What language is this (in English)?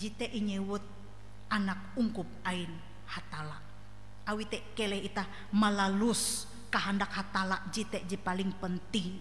Ngaju